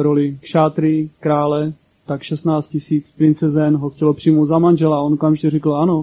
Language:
Czech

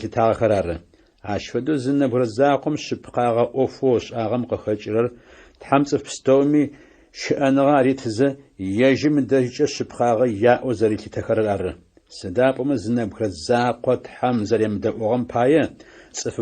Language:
Adyghe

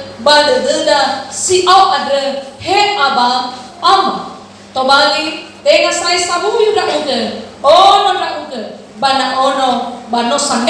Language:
Nias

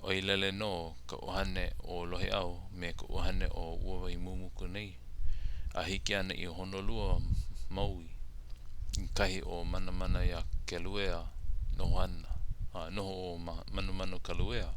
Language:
Hawaiian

